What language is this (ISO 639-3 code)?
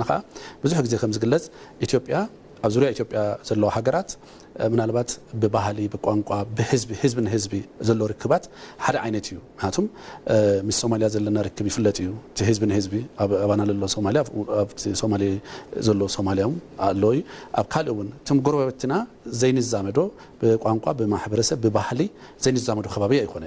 tir